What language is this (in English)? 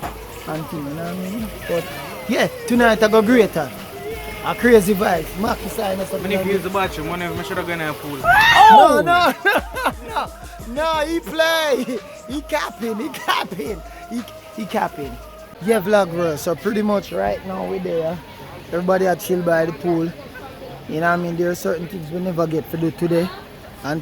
Jamaican Creole English